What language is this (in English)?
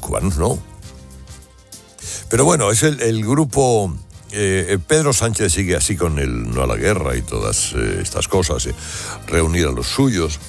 Spanish